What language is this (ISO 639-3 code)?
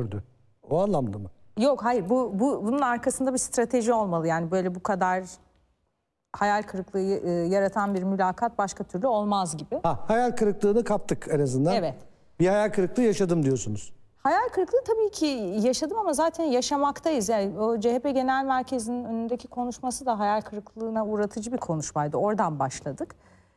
tur